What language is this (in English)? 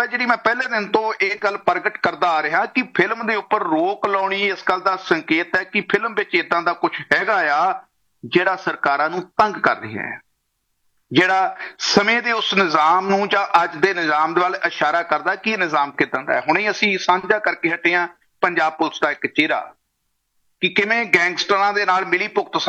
Punjabi